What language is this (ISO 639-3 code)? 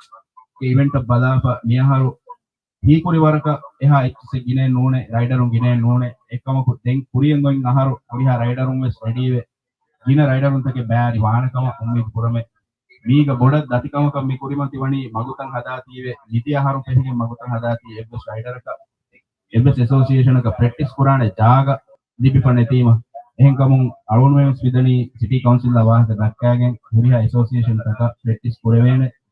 div